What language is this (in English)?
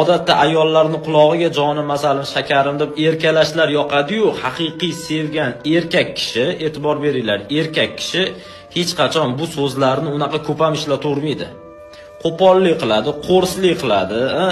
Uzbek